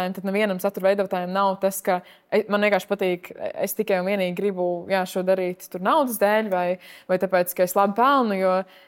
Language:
Latvian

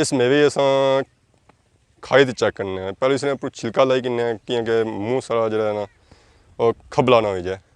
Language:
Pahari-Potwari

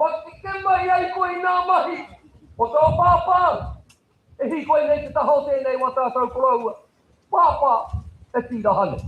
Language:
Māori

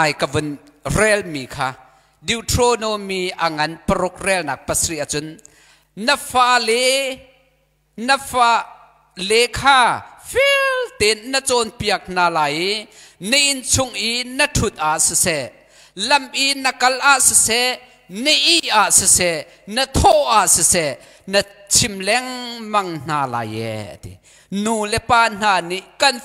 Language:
Hakha Chin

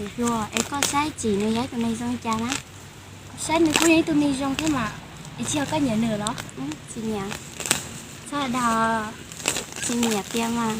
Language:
Hmong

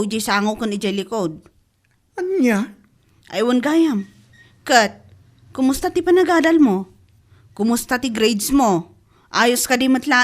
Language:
Iloko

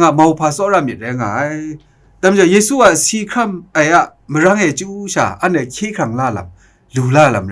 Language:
Kachin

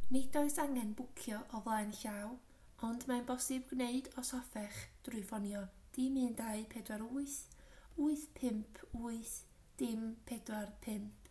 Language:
Welsh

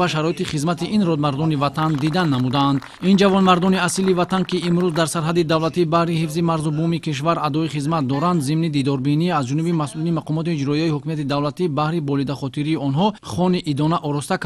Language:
Tajik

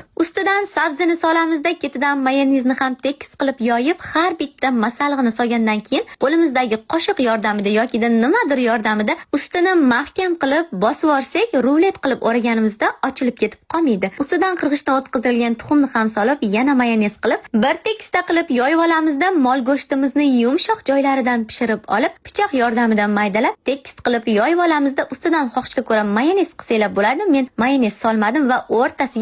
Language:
Uzbek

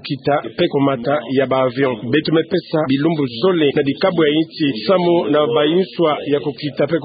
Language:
Kituba (Democratic Republic of Congo)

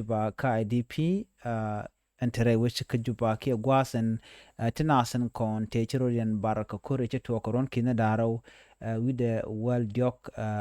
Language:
Nuer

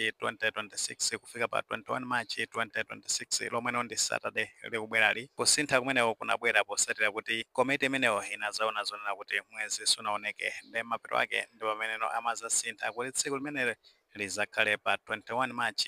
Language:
Nyanja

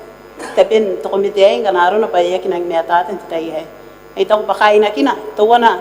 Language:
Gilbertese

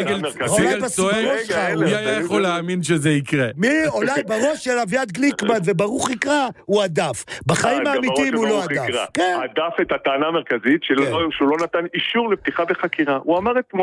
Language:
Hebrew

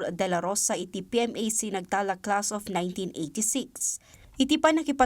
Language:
Iloko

